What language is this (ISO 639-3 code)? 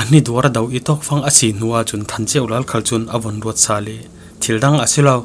cfm